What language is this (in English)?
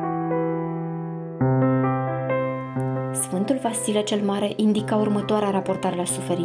Romanian